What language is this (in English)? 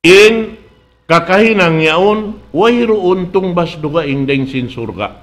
Tausug